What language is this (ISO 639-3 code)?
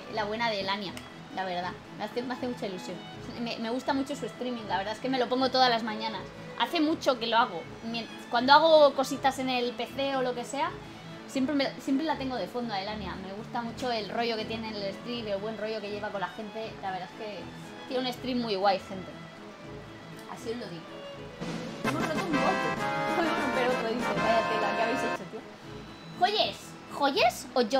spa